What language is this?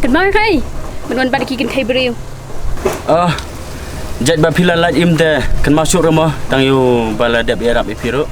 Khasi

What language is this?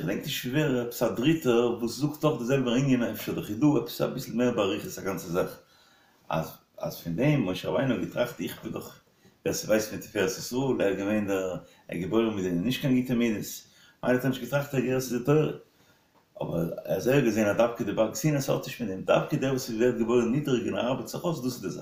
Yiddish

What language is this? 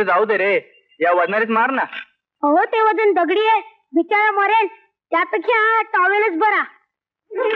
Marathi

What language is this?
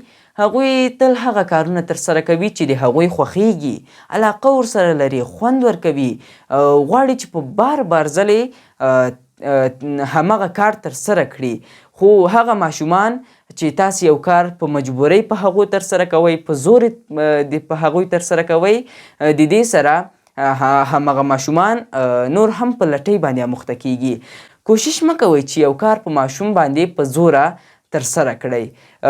Pashto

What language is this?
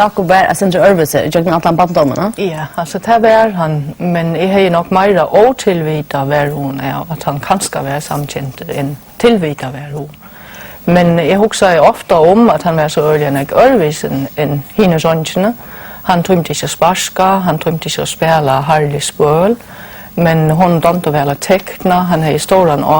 Faroese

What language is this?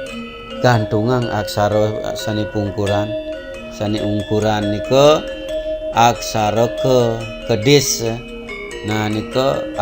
Balinese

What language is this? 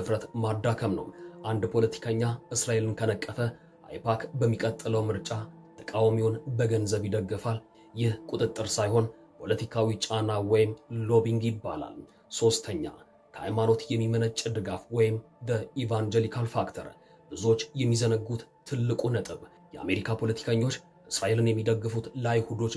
Amharic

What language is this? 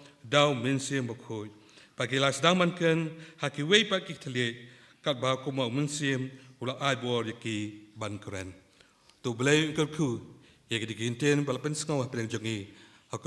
Khasi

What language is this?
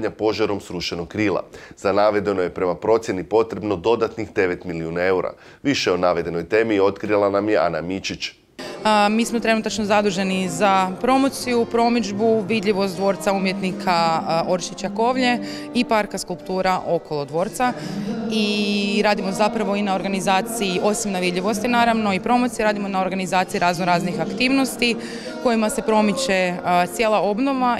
Croatian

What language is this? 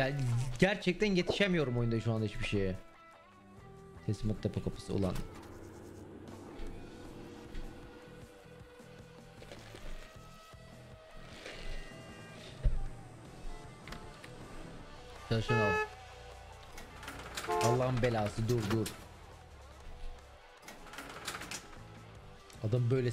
Turkish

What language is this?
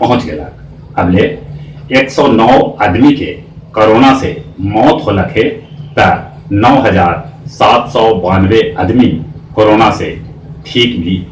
Magahi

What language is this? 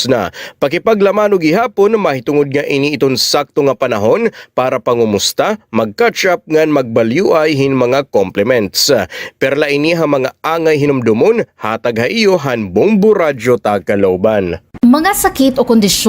Waray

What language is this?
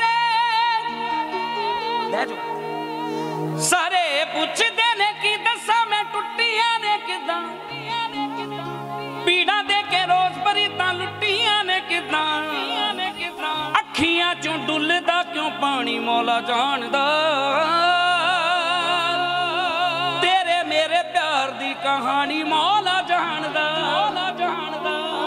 Punjabi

